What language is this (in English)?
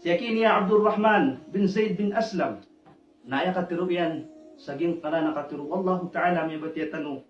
Maranao